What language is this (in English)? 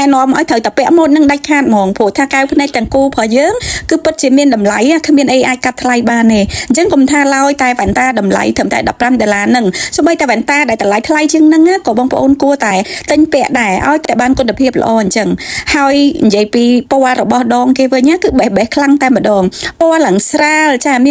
Khmer